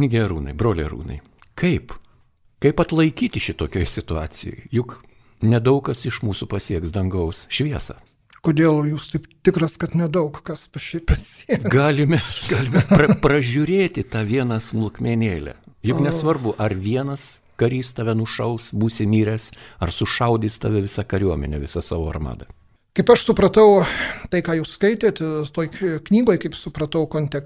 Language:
Lithuanian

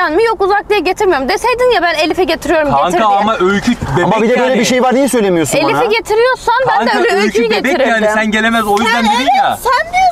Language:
Turkish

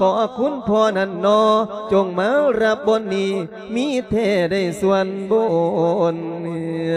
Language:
Lao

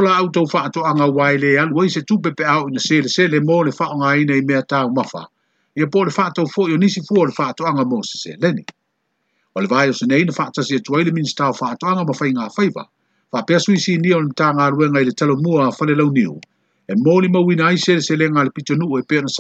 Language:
Samoan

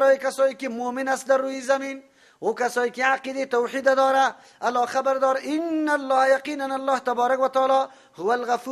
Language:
Persian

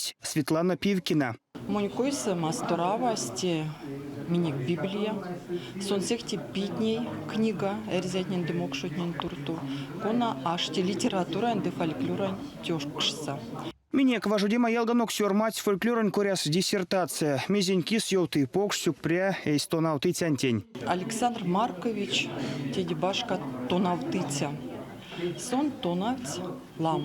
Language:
Erzya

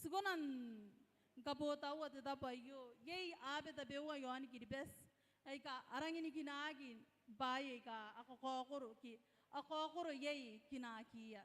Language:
Gilbertese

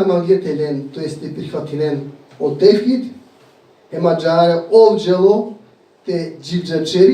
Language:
Balkan Romani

